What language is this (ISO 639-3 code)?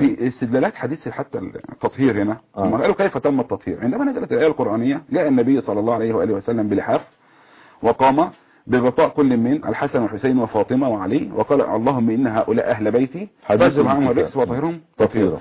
ara